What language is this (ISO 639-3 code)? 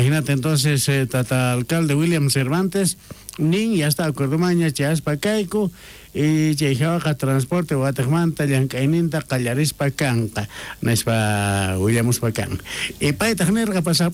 quh